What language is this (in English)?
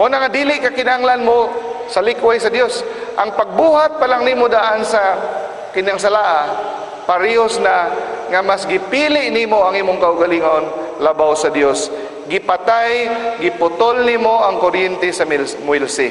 Cebuano